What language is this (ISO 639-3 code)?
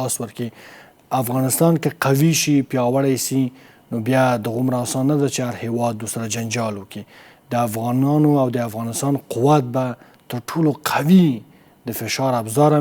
pus